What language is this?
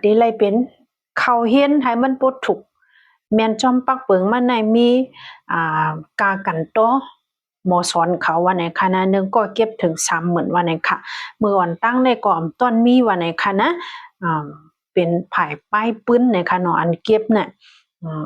Shan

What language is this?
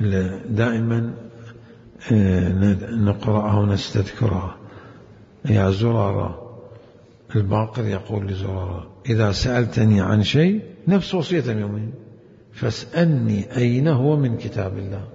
Mesopotamian Arabic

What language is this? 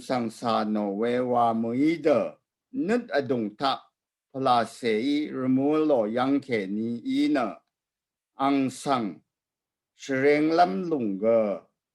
Rawang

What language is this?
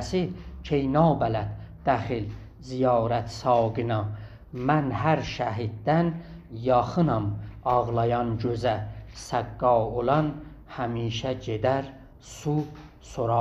South Azerbaijani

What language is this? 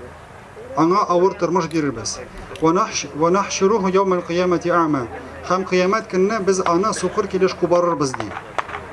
Tatar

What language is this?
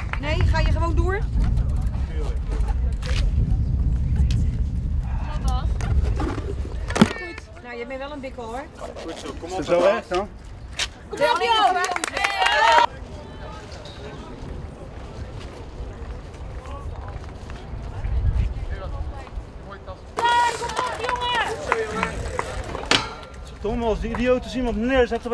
Dutch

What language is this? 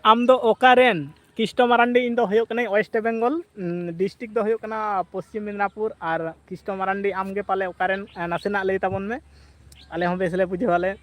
Santali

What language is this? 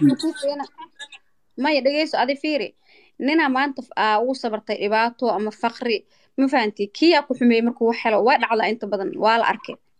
Somali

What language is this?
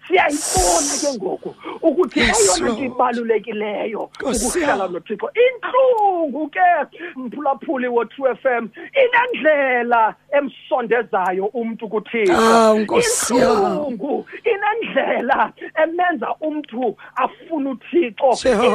Xhosa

